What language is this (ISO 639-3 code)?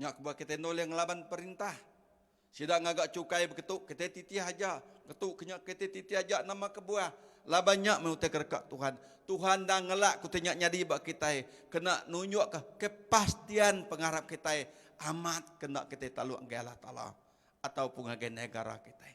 iba